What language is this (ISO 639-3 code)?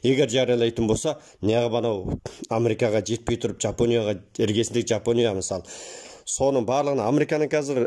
kaz